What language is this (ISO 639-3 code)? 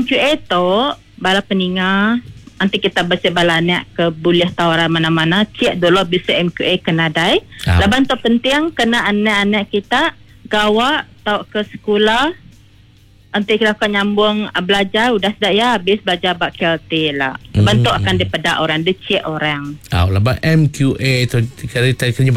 iba